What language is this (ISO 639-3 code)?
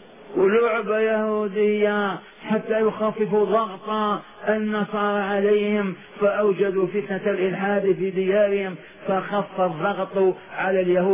ara